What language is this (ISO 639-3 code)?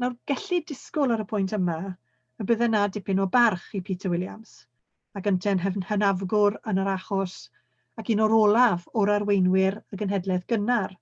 cym